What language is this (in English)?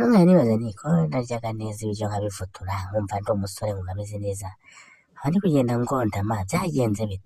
Kinyarwanda